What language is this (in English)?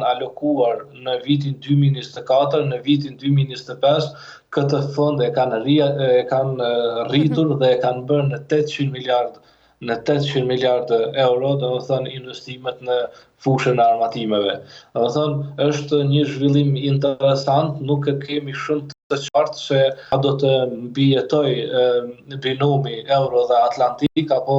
Albanian